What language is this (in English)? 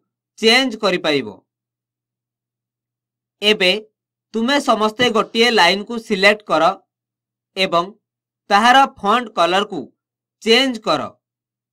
Odia